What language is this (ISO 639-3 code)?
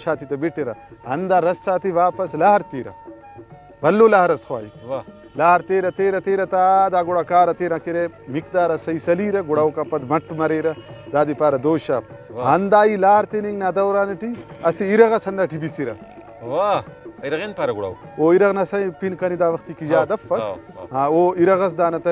brh